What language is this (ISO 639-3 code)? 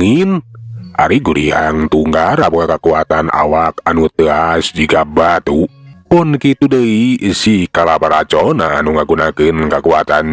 sun